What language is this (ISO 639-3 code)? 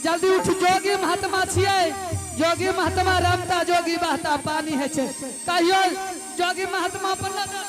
anp